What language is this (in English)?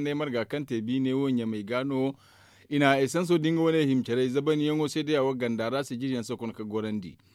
Zarma